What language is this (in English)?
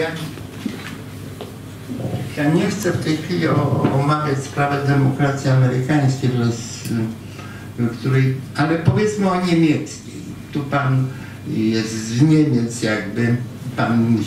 Polish